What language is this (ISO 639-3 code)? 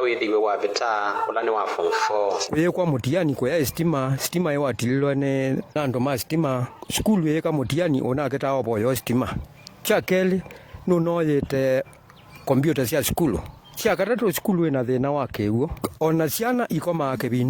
kam